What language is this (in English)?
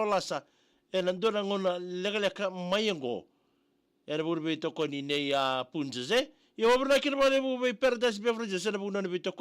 Fijian